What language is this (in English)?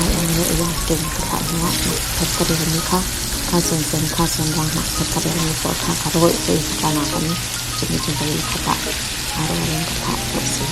Falam Chin